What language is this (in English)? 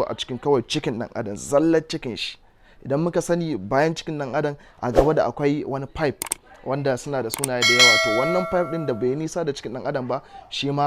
Hausa